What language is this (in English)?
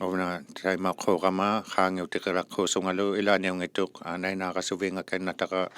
Inuktitut